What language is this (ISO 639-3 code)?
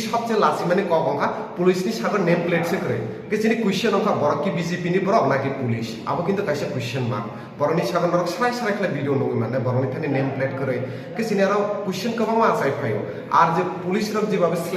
trp